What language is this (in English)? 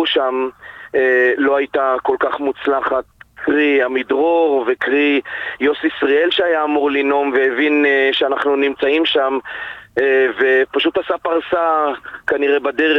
Hebrew